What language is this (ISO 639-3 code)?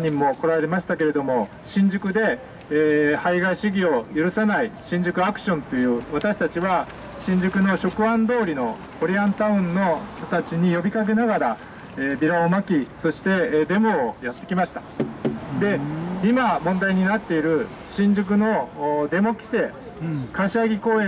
jpn